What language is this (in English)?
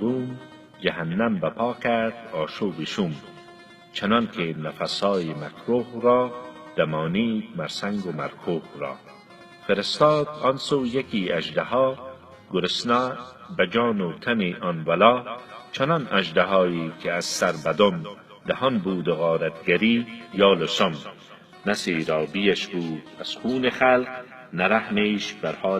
Persian